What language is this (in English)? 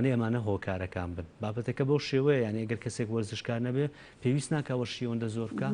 Central Kurdish